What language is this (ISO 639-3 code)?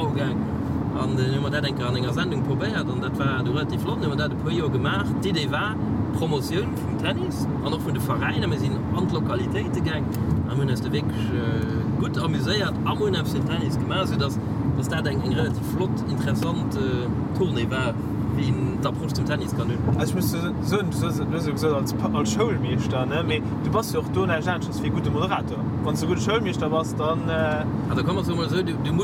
ltz